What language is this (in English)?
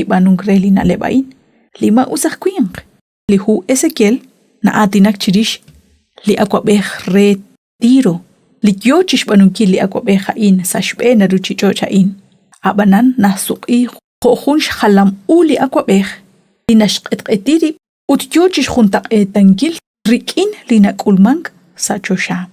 Kekchí